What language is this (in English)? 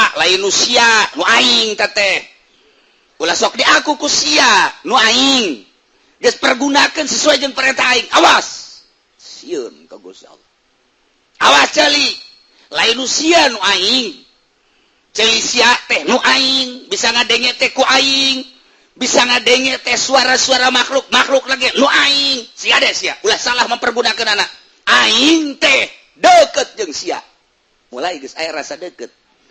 Sundanese